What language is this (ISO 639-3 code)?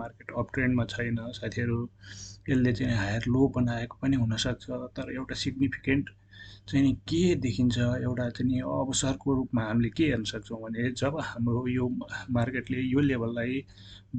nep